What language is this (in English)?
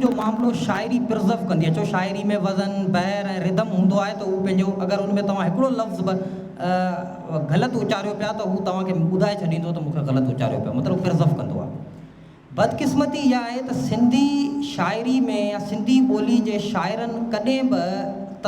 Sindhi